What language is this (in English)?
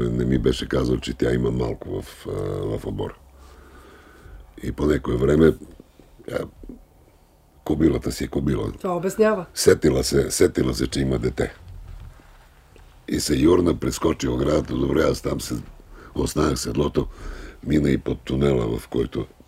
Bulgarian